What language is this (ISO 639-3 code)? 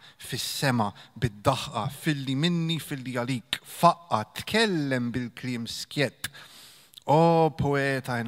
mlt